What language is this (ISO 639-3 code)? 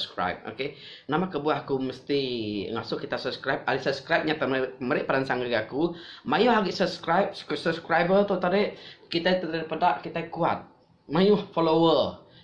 iba